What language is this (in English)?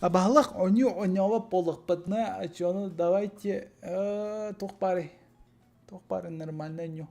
Yakut